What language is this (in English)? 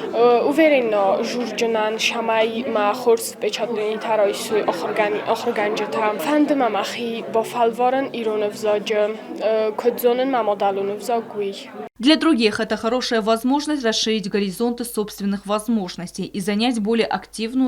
Ossetic